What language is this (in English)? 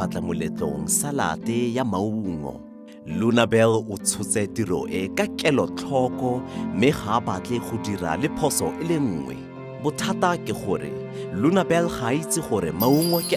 Tswana